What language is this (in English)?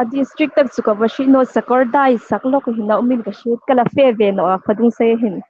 Hmar